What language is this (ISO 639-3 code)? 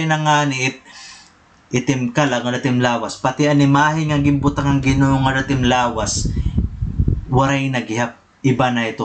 war